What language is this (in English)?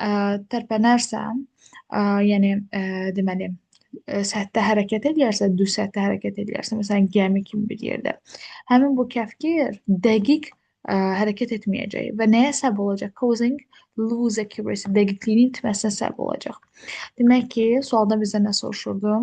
Azerbaijani